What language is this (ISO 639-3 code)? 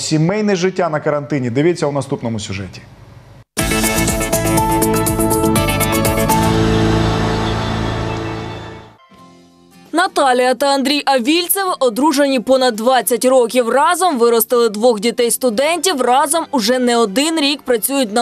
ukr